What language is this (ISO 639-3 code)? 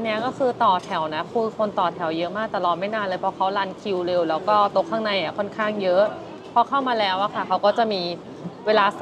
tha